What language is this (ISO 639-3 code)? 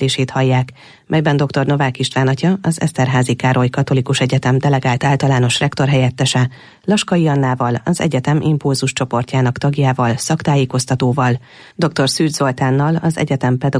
hun